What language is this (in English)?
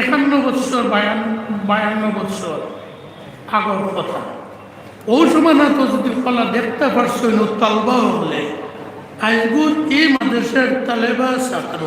Sylheti